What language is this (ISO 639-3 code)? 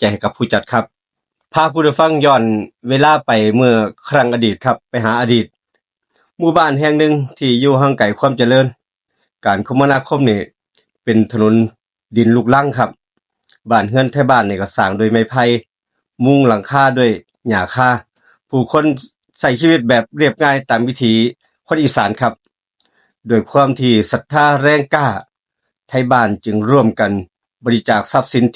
tts